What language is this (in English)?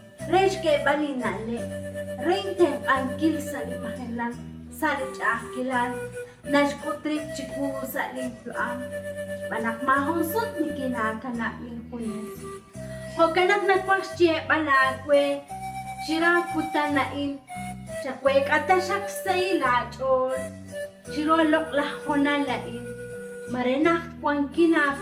Kekchí